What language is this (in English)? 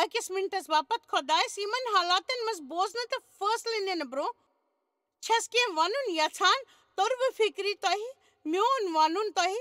Kashmiri